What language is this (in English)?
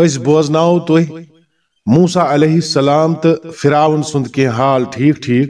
Kashmiri